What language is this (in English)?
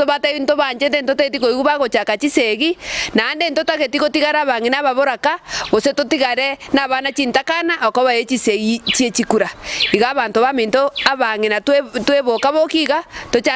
Gusii